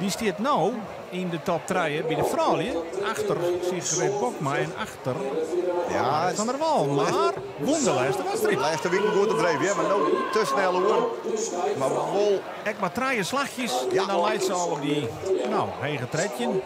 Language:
Western Frisian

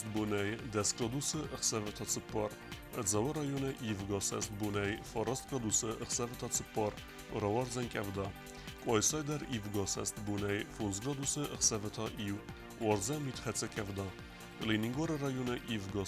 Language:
Ossetic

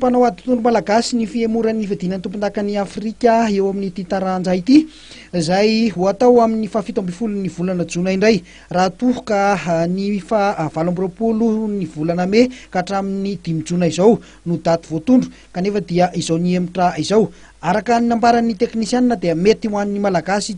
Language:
Malagasy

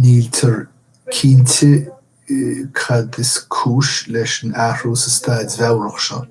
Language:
Irish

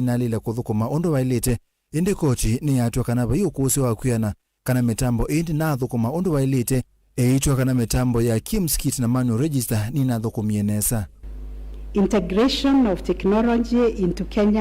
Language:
Kamba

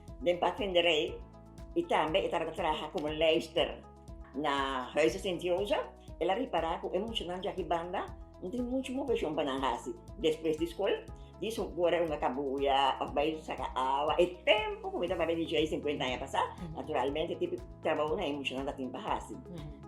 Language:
Papiamento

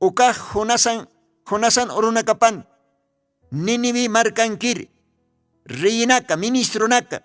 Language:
Aymara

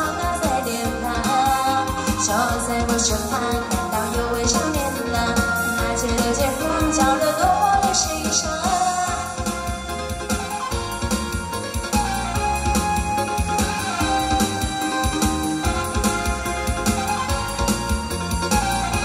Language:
Min Nan Chinese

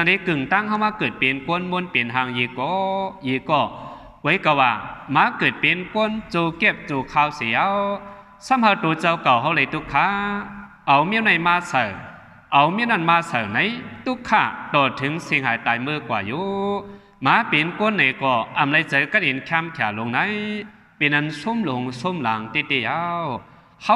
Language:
Shan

